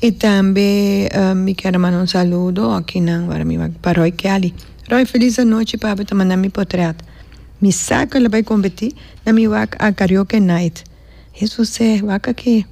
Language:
Papiamento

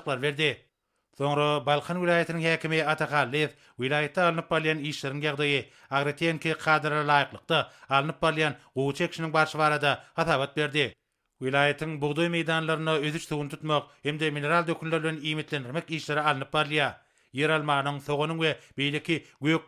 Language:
Turkmen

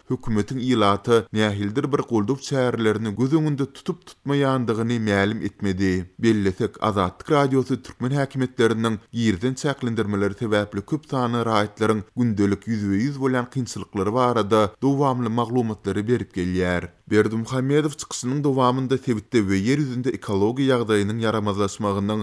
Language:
Turkmen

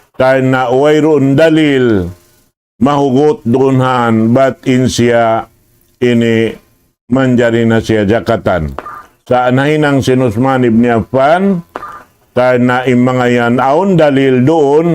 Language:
Tausug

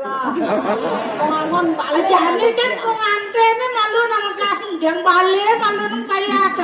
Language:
Balinese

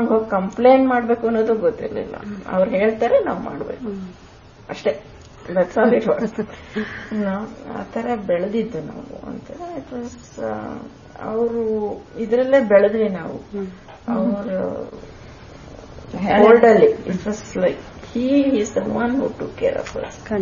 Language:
Kannada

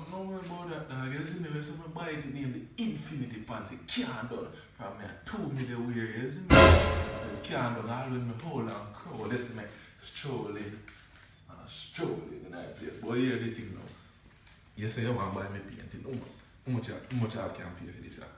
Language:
Jamaican Creole English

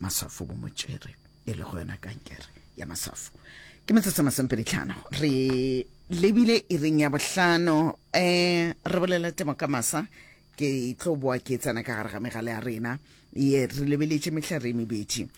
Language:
Northern Sotho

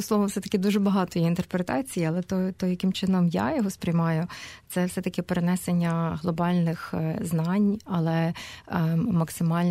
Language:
Ukrainian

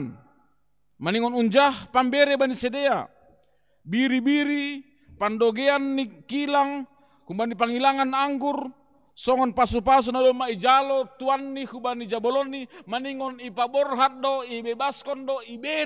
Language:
Batak Simalungun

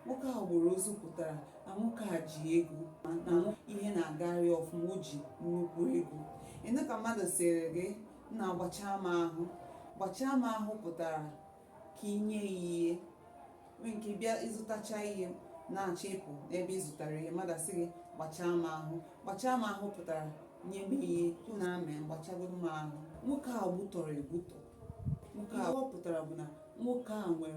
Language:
Igbo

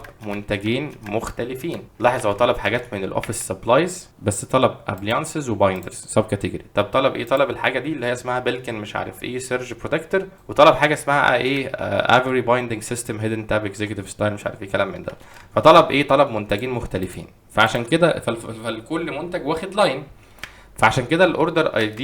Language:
Egyptian Arabic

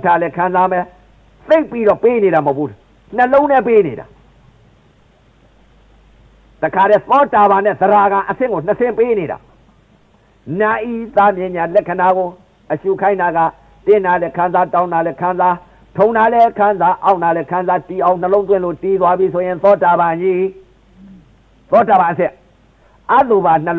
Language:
Burmese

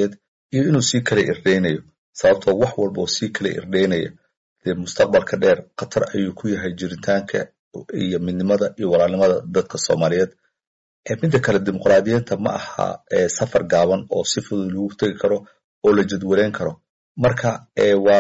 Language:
Somali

